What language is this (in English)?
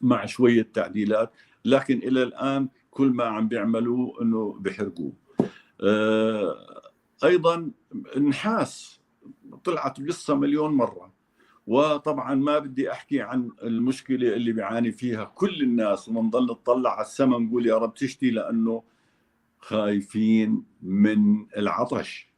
North Levantine Arabic